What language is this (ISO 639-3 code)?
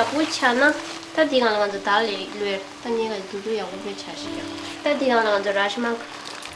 bod